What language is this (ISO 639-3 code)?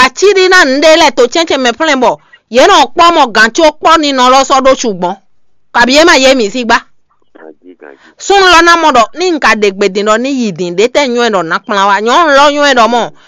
fon